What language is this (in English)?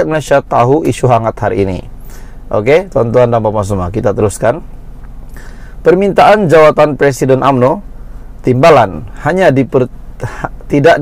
Malay